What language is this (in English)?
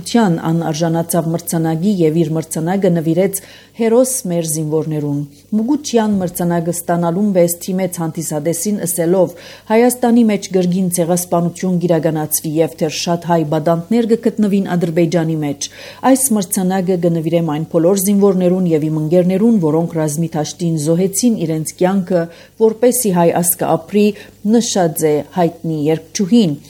Armenian